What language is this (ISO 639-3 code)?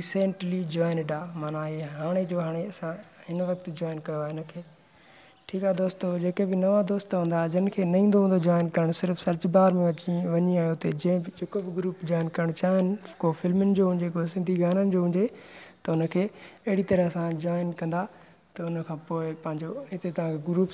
snd